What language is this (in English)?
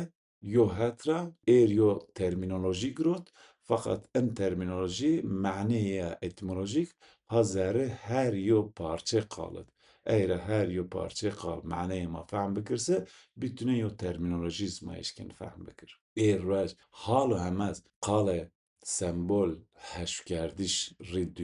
Zaza